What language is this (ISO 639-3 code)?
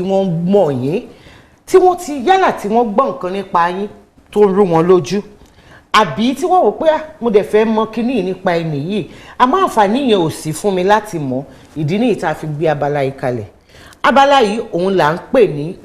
yor